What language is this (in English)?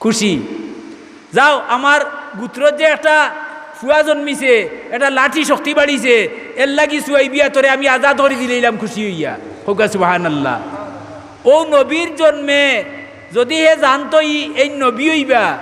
Sylheti